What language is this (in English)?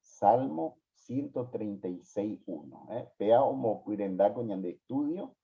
Guarani